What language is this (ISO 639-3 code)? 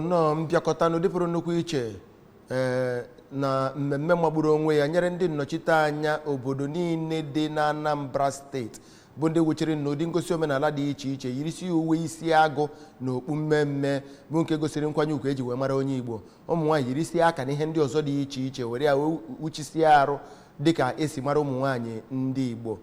ibo